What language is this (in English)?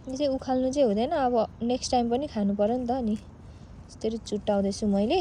Nepali